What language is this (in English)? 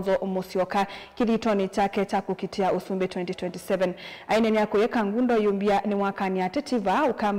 Kamba